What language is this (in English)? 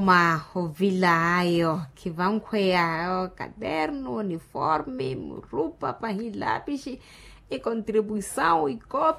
Makhuwa